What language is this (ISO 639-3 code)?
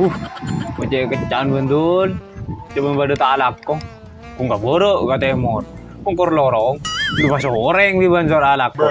mad